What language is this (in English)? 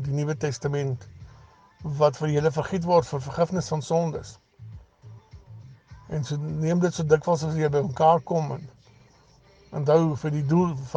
Afrikaans